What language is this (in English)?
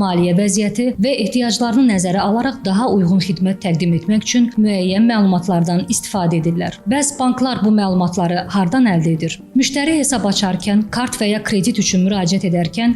Azerbaijani